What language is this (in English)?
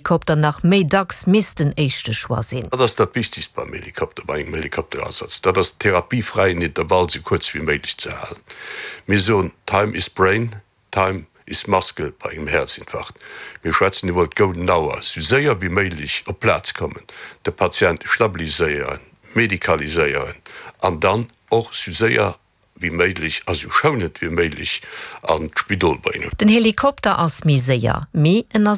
Luxembourgish